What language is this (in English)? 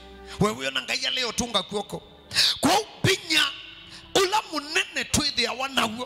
Kamba